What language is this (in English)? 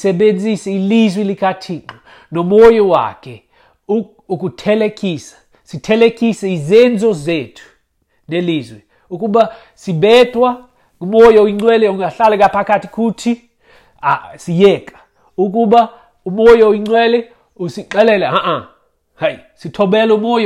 Xhosa